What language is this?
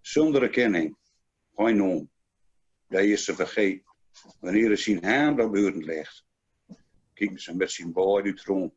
Gronings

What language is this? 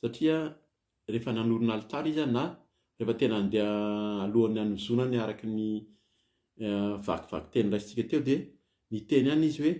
Malagasy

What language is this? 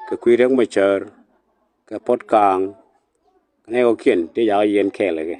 Nuer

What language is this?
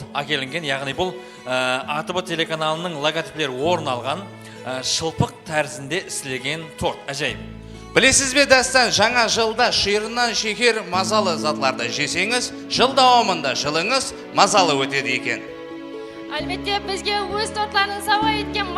Kara-Kalpak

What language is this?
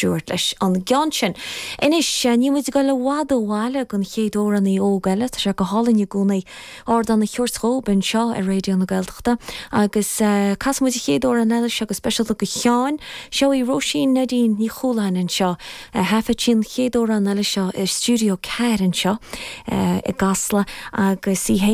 Irish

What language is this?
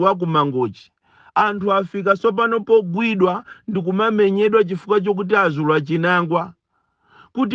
Nyanja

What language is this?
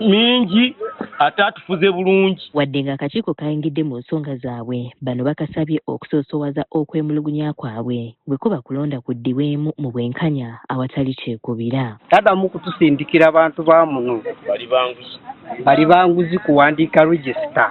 Ganda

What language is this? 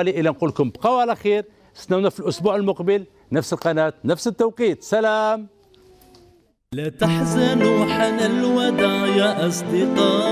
Algerian Arabic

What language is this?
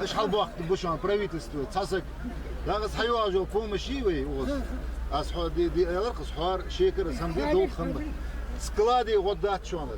Ingush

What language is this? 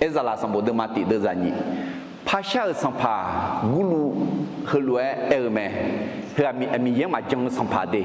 Akha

